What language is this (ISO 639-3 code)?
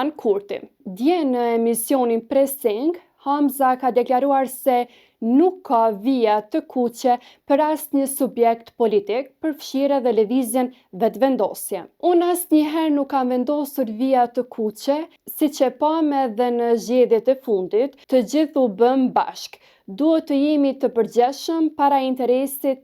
sqi